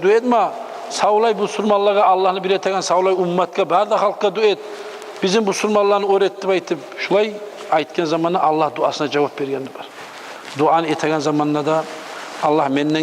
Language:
Kumyk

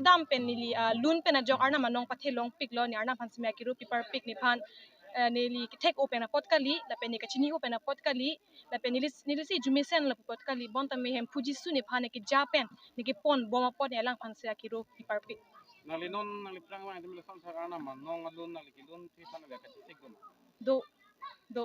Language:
Karbi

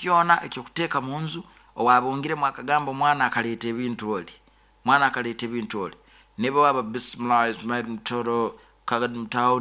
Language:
Nyoro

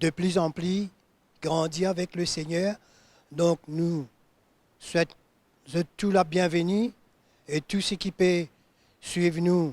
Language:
Morisyen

